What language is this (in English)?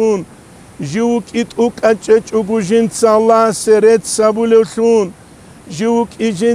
Avaric